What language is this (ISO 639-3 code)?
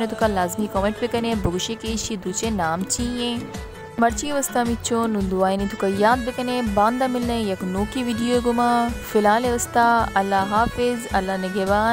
bal